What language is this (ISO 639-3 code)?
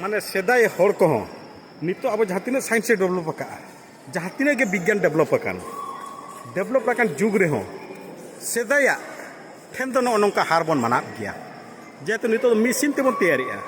sat